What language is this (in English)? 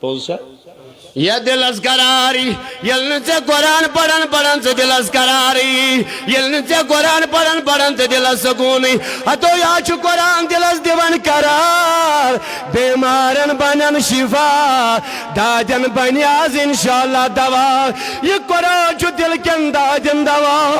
Kashmiri